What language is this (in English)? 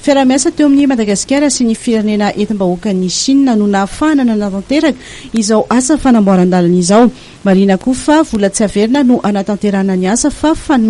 Malagasy